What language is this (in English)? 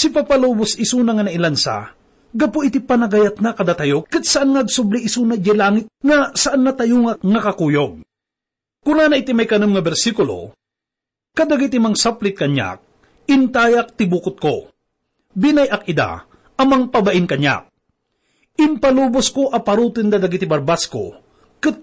Iloko